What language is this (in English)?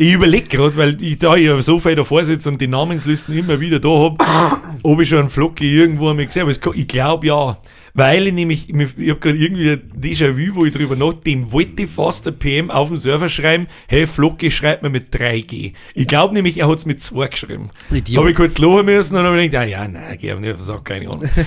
Bavarian